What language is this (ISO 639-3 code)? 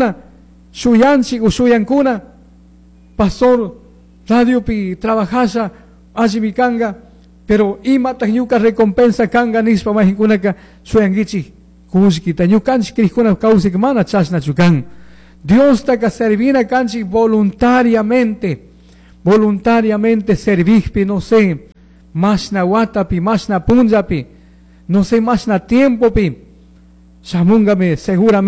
qug